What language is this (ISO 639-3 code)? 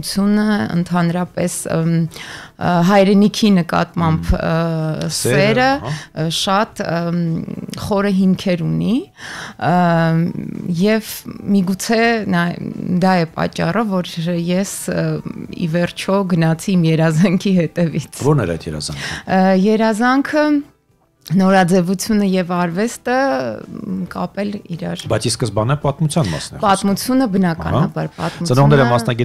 hye